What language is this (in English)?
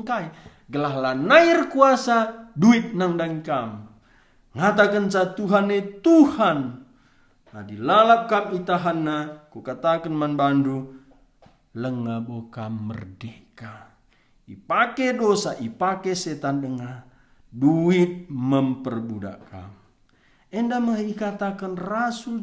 Batak Karo